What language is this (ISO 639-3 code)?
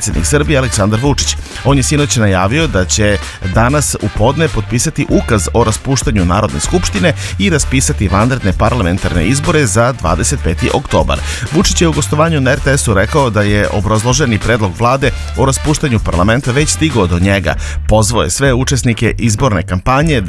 srp